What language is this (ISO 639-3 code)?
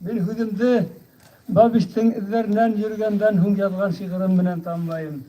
bak